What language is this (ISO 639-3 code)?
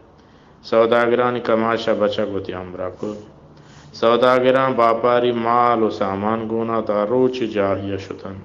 bal